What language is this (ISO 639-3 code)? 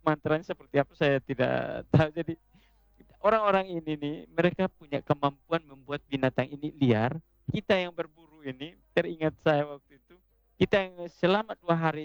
ind